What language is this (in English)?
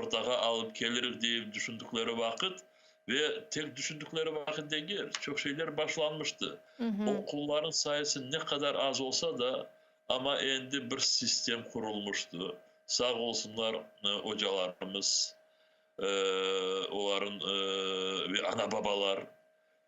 Crimean Tatar